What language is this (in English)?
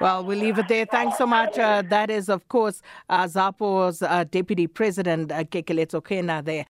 English